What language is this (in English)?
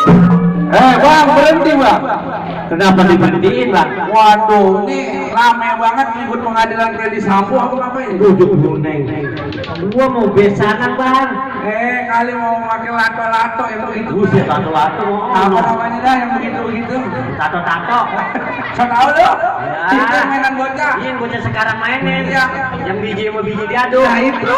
Betawi